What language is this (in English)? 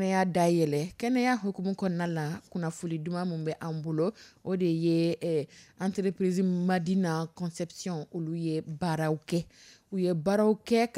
Dyula